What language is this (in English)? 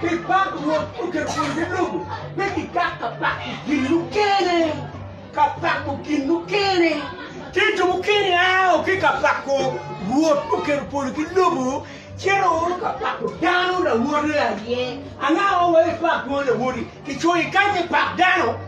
Acoli